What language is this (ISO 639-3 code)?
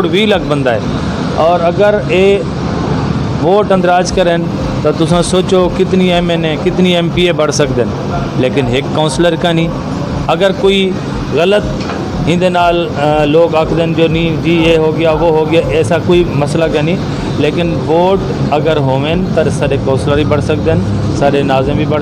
skr